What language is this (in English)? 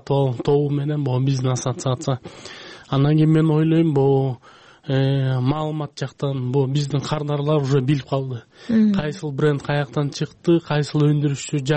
Kyrgyz